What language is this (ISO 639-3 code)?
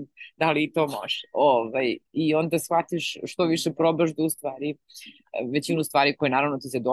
srp